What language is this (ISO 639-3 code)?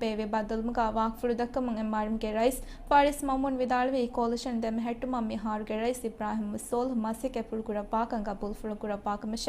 div